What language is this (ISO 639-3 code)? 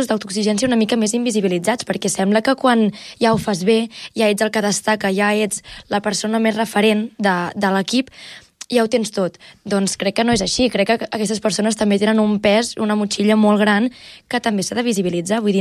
cat